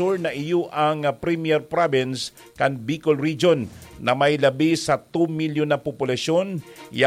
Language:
Bikol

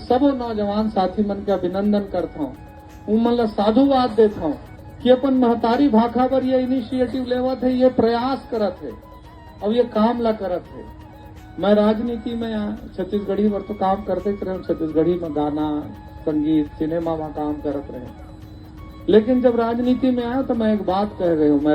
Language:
Chhattisgarhi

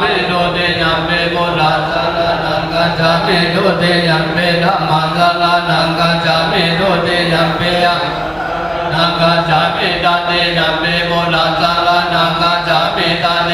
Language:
Pali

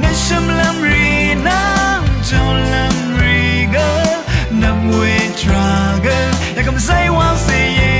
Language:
Rawang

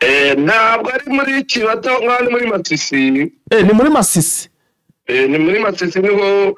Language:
Kinyarwanda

